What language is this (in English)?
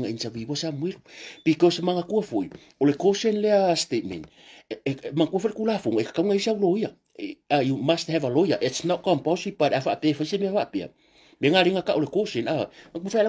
Samoan